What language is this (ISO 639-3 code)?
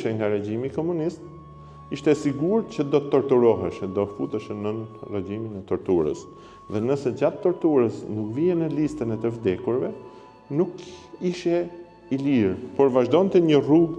sqi